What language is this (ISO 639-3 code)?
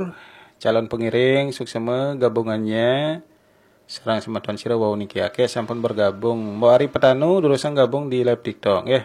ban